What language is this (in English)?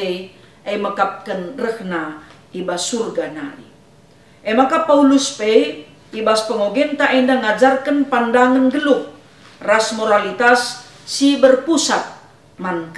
Batak Karo